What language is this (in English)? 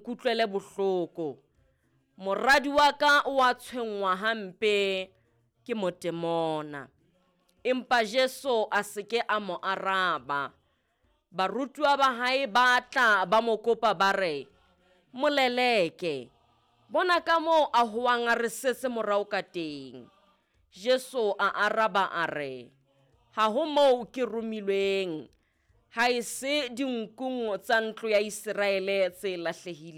Southern Sotho